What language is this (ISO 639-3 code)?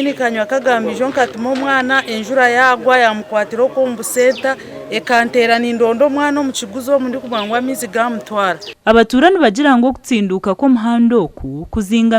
nyn